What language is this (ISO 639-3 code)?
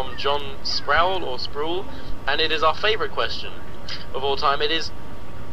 spa